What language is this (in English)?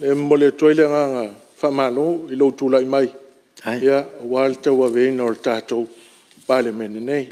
Samoan